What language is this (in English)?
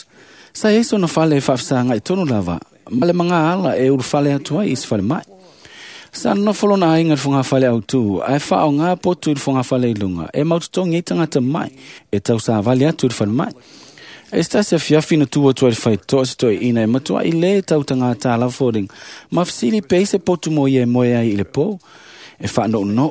Samoan